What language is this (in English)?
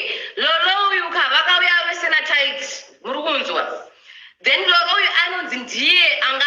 Shona